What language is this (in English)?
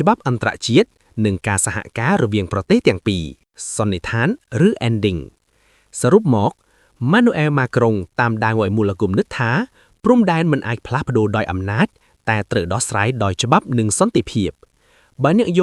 Khmer